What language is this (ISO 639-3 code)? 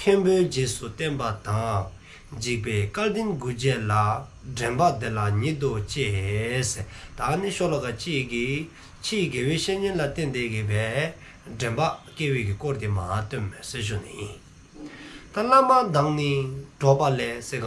dzo